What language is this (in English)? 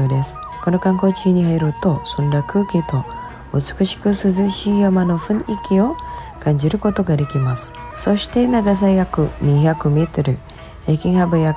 Japanese